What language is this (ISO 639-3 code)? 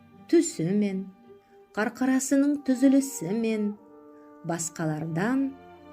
nog